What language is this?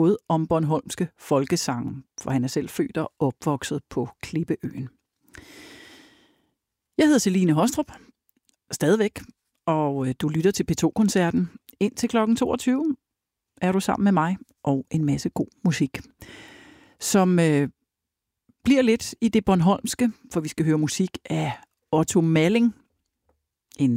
Danish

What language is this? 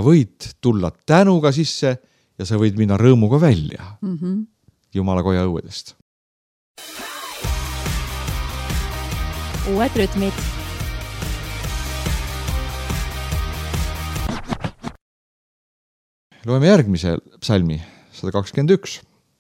Estonian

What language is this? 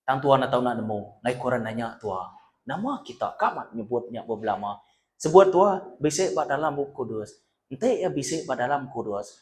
Iban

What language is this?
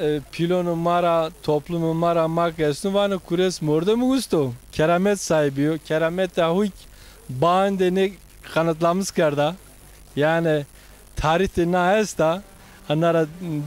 Zaza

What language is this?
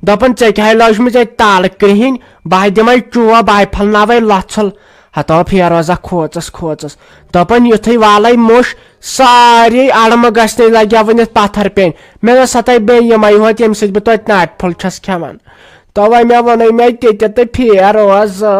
Kashmiri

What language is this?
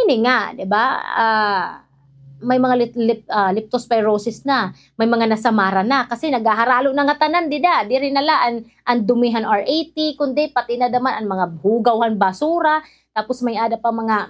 Waray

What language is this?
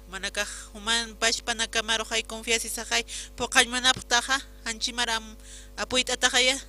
Aymara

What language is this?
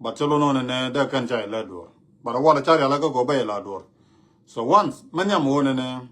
Nuer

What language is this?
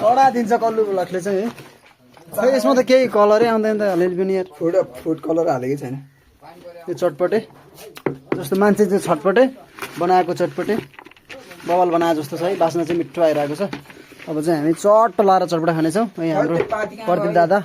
Nepali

